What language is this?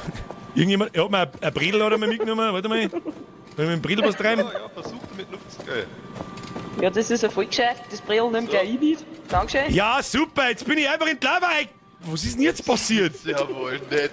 Bavarian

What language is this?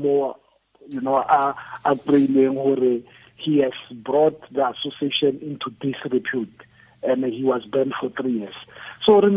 Tswana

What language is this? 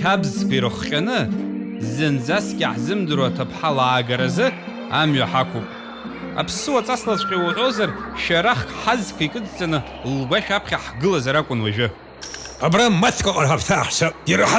Abkhazian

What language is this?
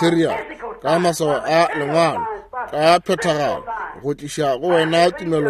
Northern Sotho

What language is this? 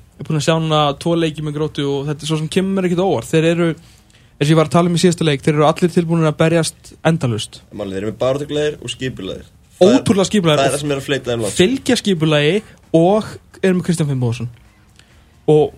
Icelandic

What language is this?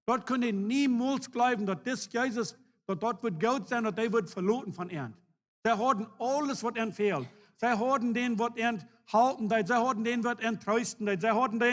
Plautdietsch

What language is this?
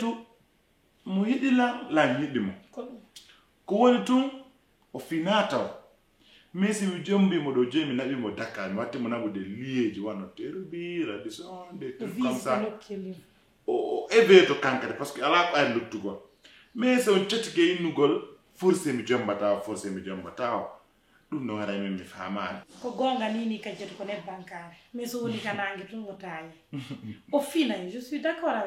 Fula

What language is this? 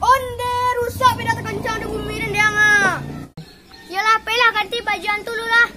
Minangkabau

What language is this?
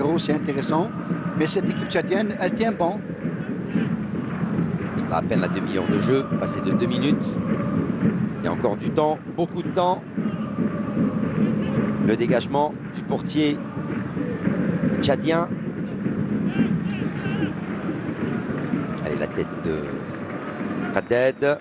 French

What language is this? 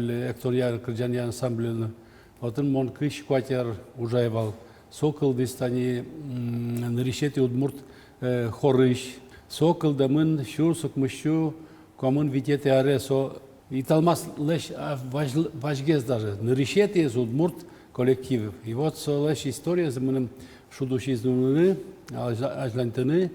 Udmurt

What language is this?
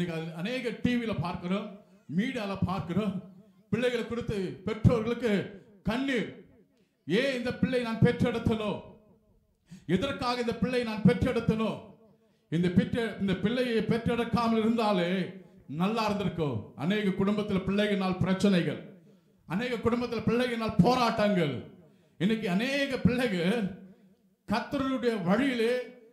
Tamil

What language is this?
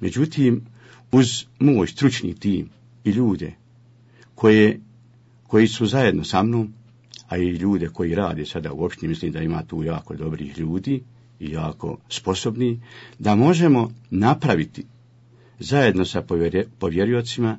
Bosnian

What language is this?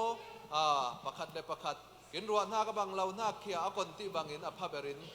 Falam Chin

